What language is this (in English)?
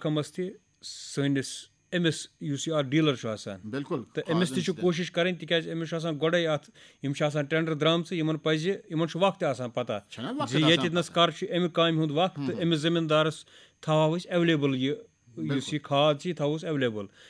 Kashmiri